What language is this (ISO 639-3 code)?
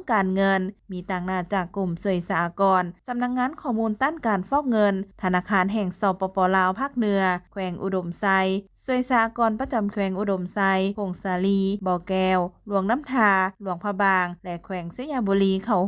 lao